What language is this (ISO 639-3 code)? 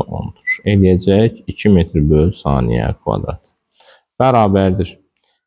aze